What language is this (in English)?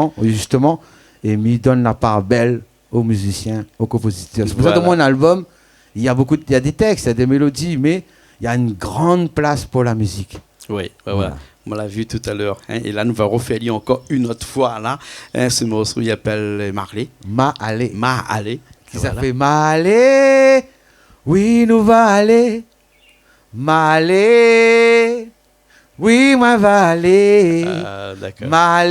Réunion Creole French